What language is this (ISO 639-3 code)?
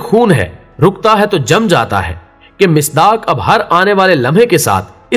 urd